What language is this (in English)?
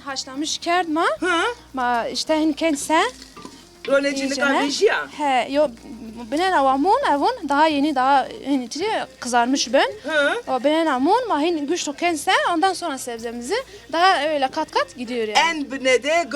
Zaza